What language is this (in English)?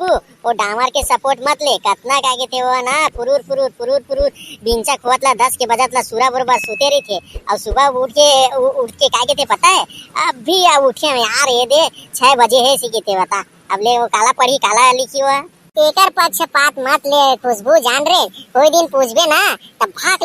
Chhattisgarhi